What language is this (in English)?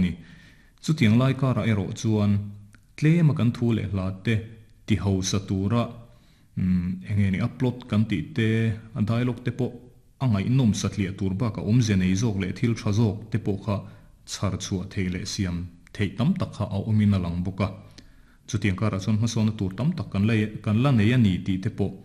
Mizo